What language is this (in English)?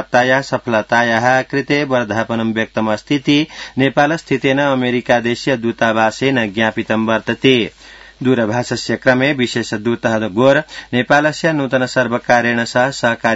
Sanskrit